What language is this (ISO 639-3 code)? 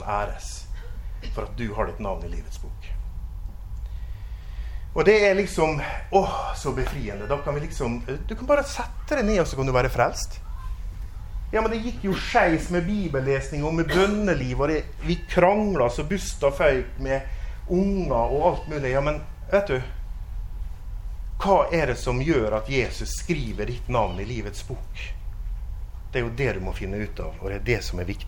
nor